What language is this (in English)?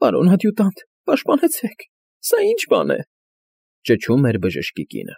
Armenian